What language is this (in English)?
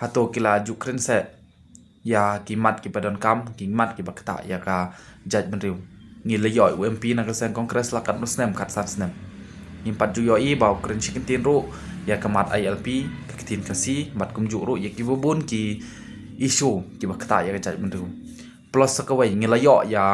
Khasi